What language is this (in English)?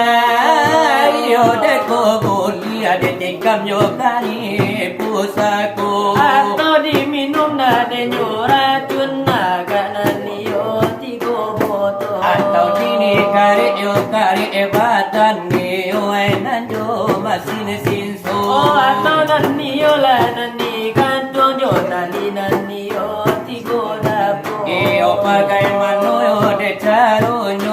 Minangkabau